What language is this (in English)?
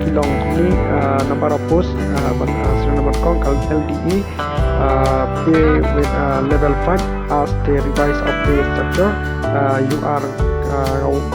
Khasi